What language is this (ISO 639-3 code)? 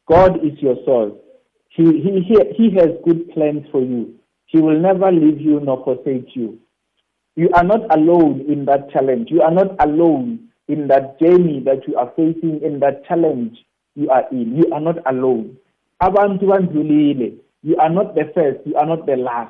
nbl